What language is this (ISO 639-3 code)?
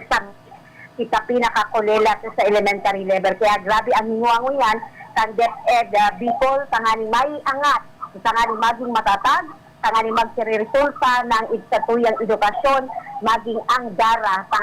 bik